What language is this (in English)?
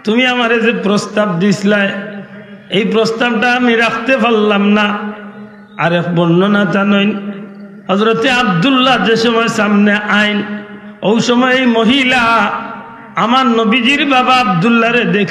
Sylheti